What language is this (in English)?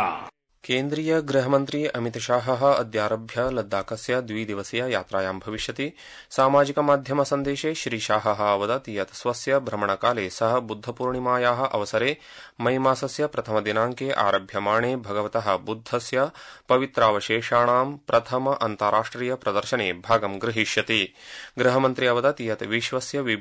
Sanskrit